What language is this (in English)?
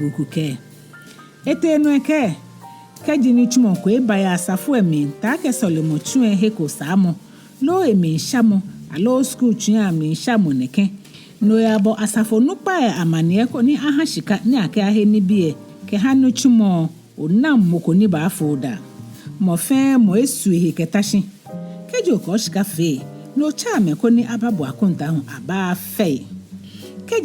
Ga